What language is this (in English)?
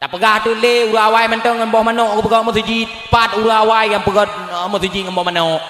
Achinese